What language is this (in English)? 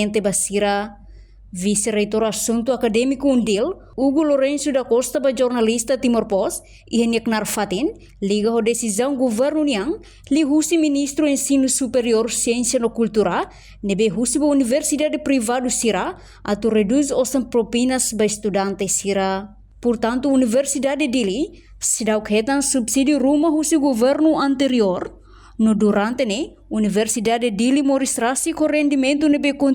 Tetum